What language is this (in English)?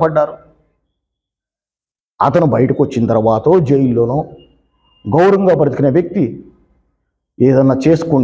Telugu